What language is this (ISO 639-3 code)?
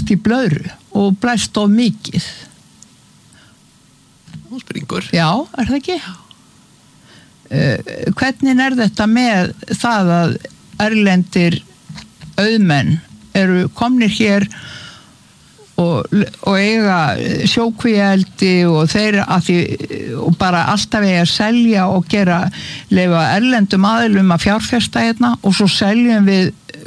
isl